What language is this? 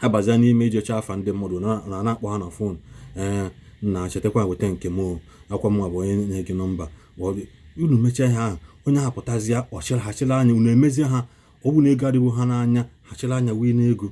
Igbo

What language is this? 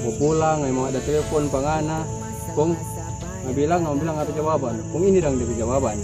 Manado Malay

